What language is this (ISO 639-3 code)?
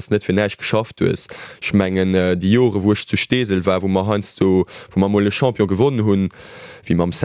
ltz